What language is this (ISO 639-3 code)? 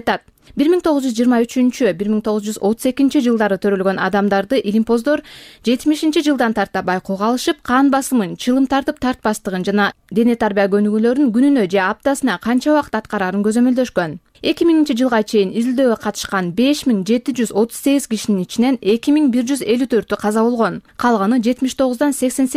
kir